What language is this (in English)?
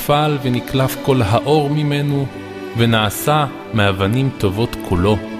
Hebrew